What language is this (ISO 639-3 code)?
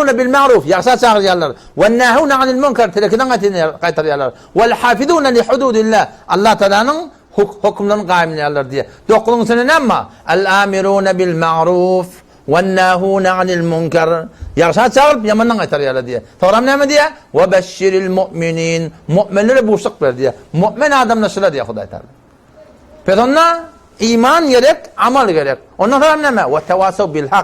tuk